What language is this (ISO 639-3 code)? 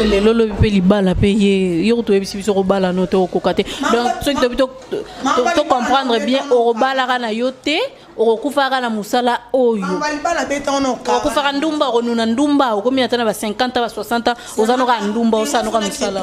lin